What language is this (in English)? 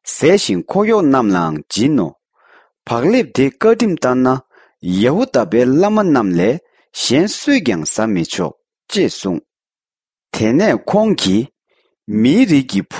Tibetan